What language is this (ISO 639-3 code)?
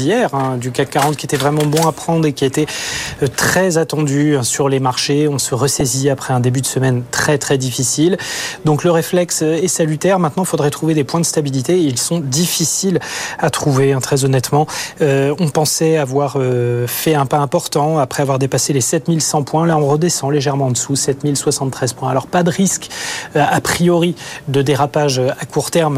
fra